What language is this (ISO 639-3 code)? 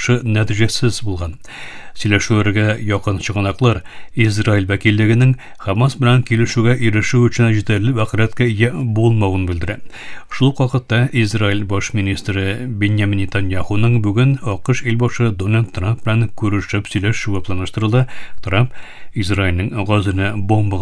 tat